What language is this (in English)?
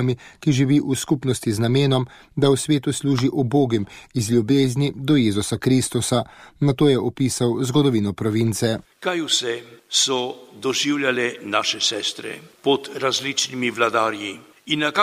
Slovenian